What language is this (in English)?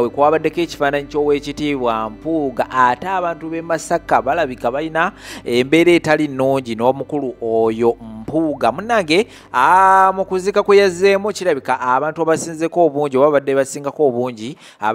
Ganda